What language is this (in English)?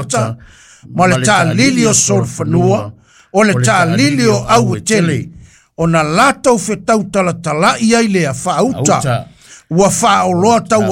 Samoan